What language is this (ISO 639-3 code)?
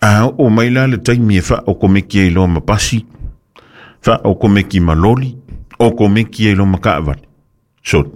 smo